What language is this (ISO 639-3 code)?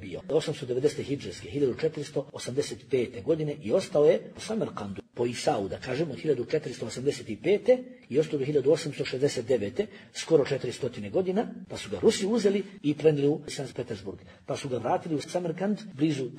bos